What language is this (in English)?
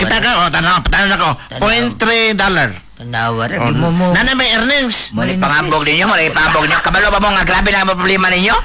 Cebuano